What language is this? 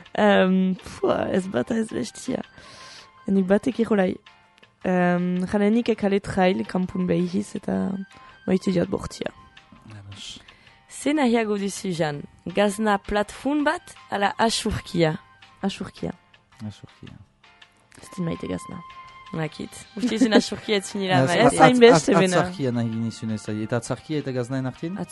Basque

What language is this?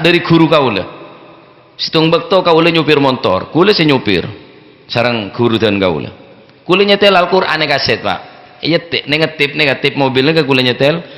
Madurese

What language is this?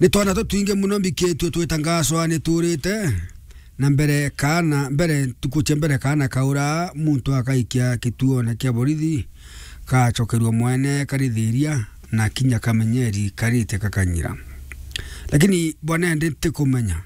Meru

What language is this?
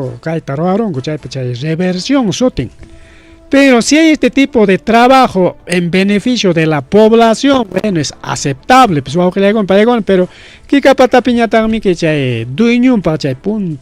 Ayacucho Quechua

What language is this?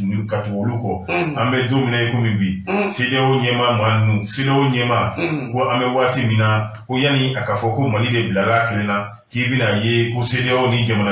Bambara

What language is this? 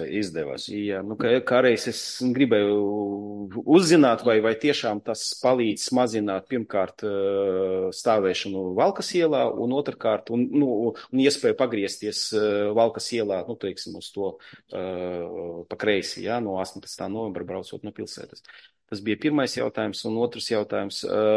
Latvian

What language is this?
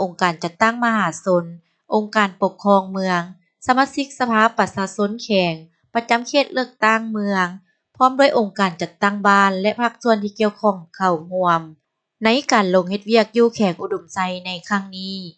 Lao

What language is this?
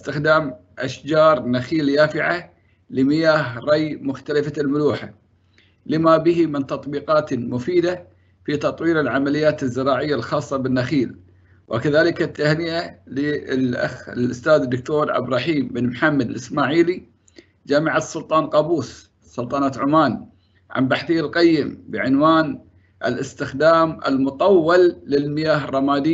Arabic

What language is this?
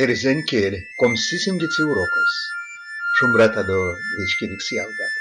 Erzya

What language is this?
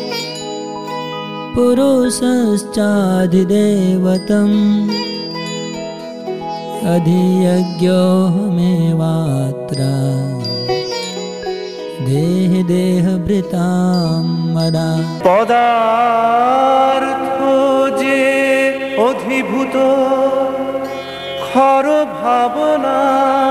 Bangla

